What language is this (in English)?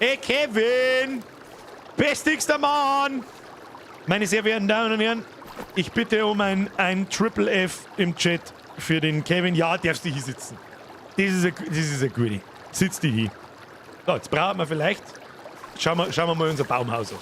Bavarian